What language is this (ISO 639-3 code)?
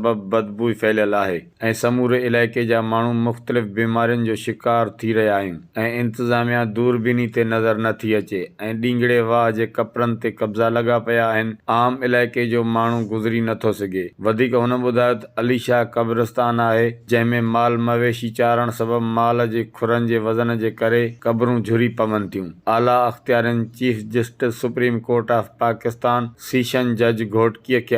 snd